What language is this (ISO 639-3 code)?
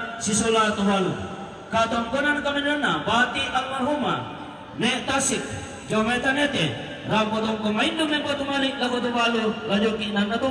sda